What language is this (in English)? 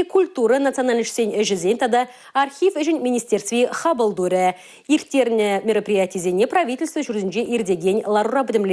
Chuvash